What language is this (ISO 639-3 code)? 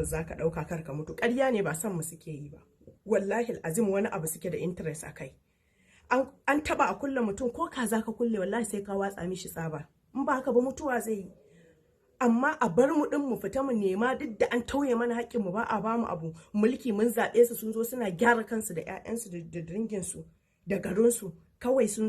hau